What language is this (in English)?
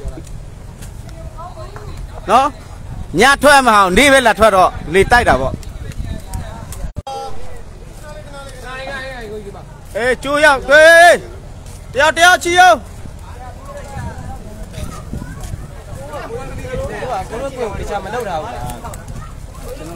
Burmese